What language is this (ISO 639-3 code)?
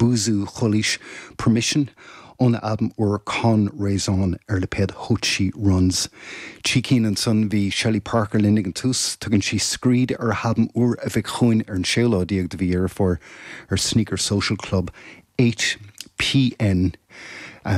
gle